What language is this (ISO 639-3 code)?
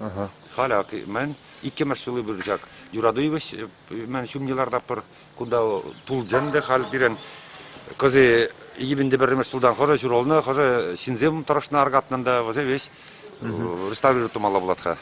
chv